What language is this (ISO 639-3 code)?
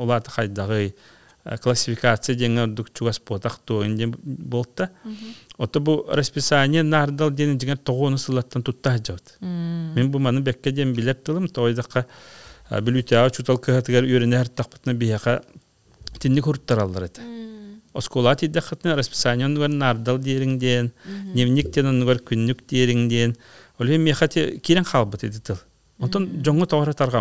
sah